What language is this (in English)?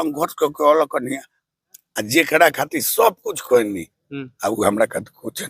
Bhojpuri